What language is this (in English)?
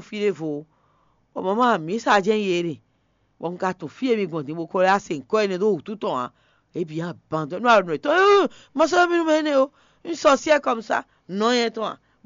Fon